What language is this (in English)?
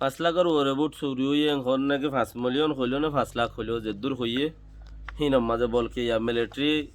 Rohingya